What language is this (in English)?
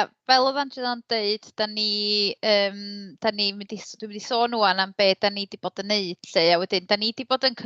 Welsh